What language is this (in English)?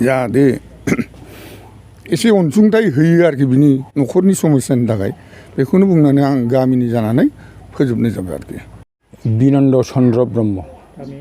Bodo